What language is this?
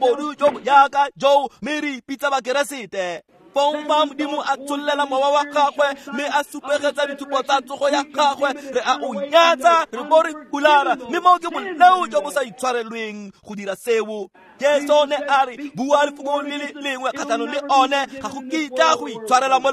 Tswana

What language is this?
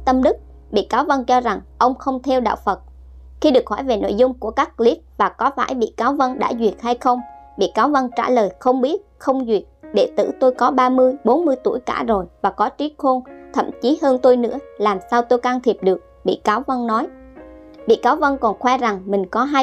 Vietnamese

